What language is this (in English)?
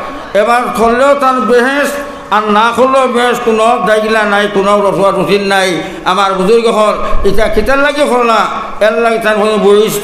Sylheti